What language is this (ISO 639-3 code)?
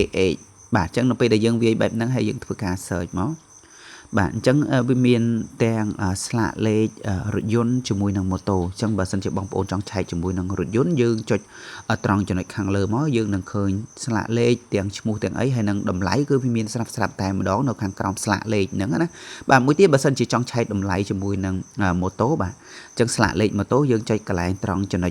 khm